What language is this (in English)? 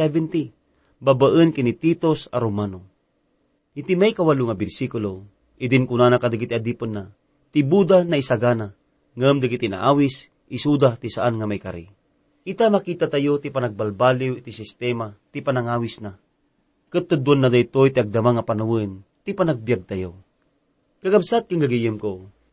Iloko